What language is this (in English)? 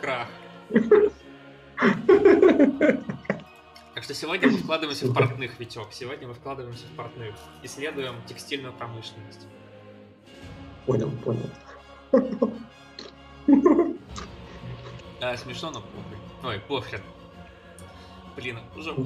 Russian